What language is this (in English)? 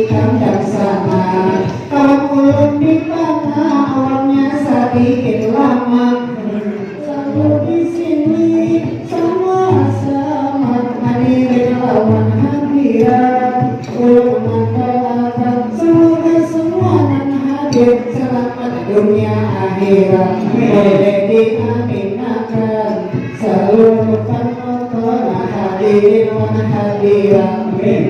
Banjar